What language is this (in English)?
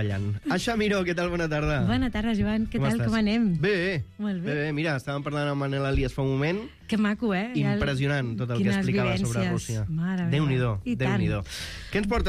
Catalan